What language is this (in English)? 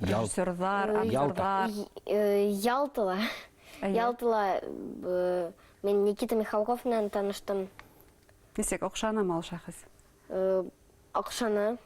Bashkir